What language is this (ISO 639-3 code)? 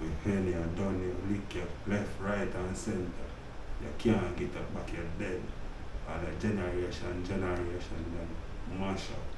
jam